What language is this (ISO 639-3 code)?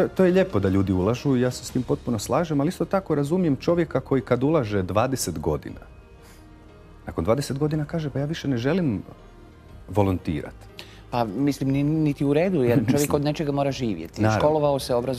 hrv